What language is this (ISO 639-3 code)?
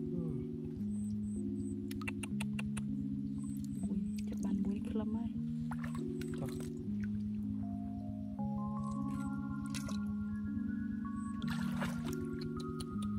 vie